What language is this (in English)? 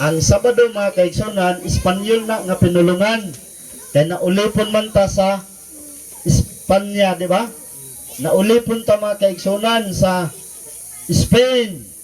Cebuano